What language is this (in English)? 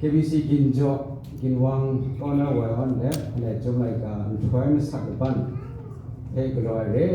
Kachin